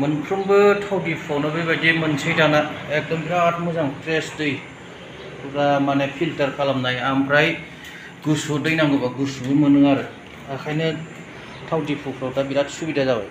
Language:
Bodo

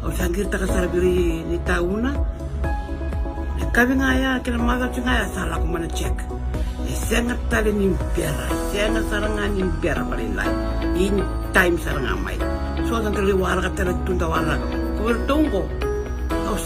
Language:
Fijian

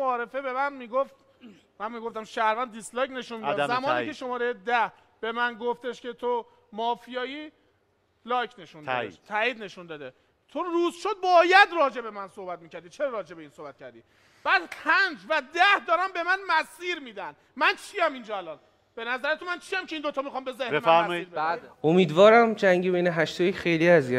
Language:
Persian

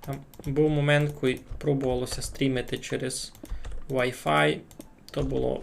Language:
Rusyn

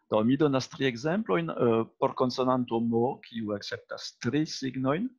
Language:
Esperanto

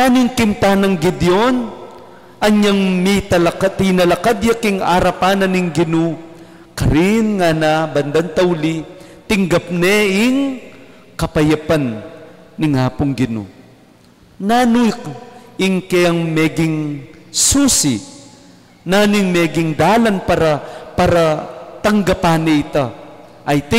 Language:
Pampanga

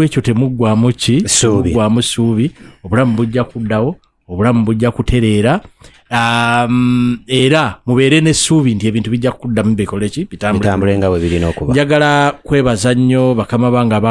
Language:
Ganda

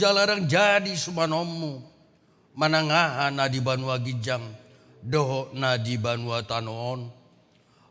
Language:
Batak Toba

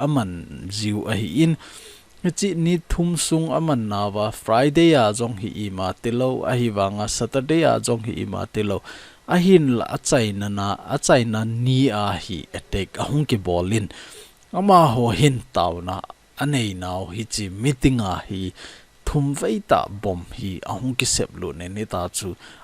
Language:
Thado Chin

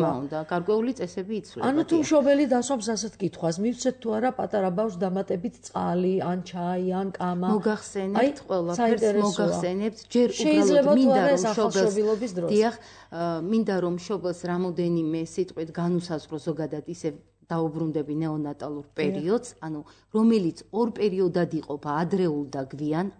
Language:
Georgian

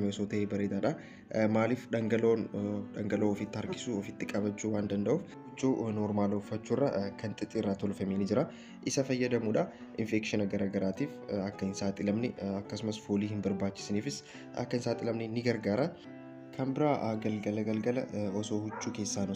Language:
Oromo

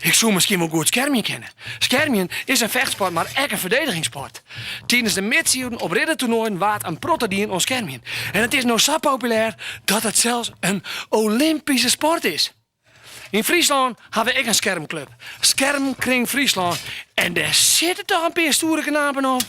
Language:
Western Frisian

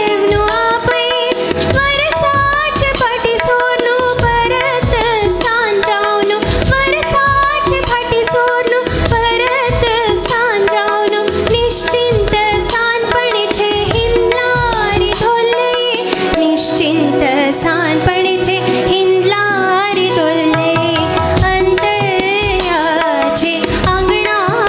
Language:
Konkani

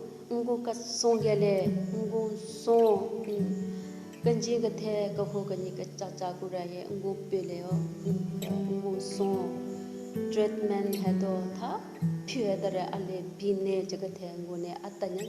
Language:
Southern Rengma Naga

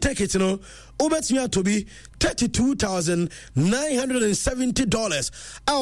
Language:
Akan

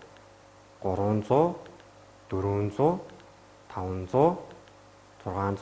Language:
Mongolian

